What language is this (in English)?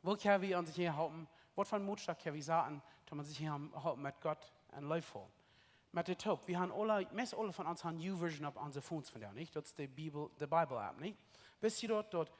Plautdietsch